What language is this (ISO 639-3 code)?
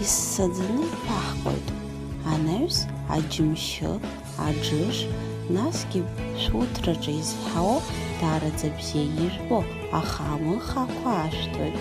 abk